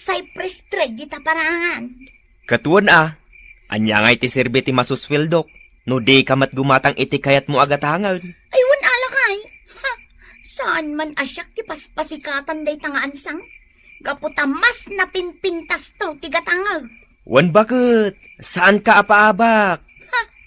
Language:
Iloko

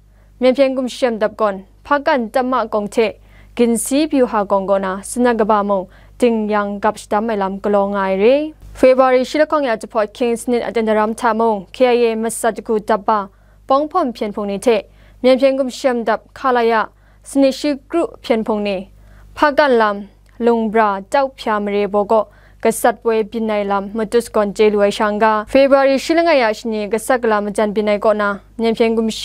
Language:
Kachin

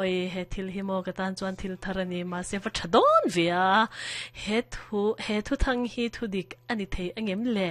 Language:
Mizo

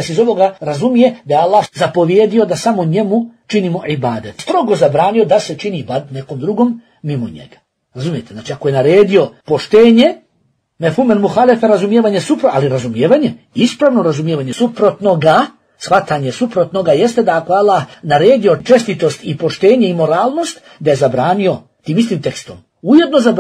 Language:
Bosnian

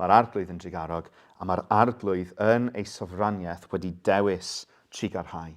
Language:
Welsh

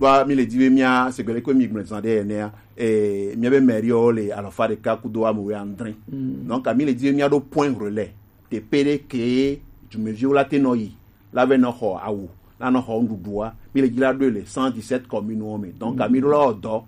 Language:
Gen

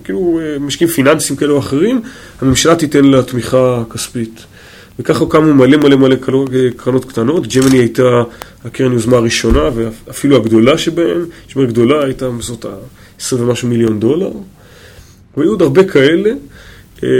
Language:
Hebrew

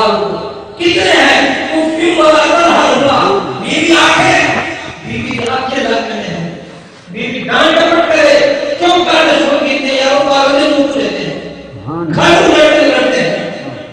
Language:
Saraiki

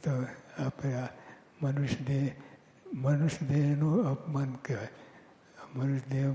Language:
Gujarati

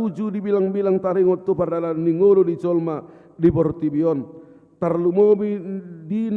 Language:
Batak Toba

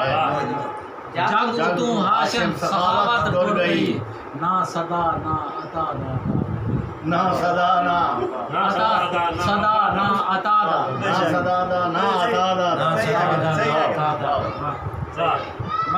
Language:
Saraiki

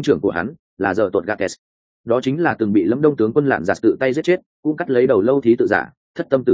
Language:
Vietnamese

